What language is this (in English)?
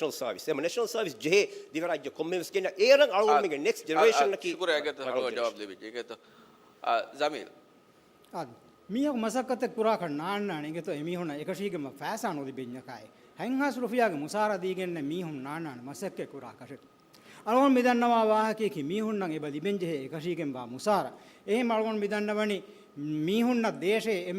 Divehi